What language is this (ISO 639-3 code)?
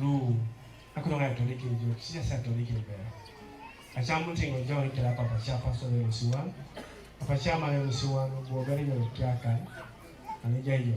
teo